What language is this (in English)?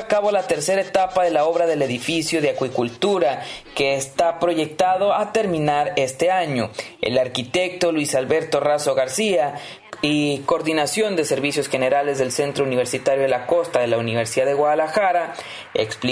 Spanish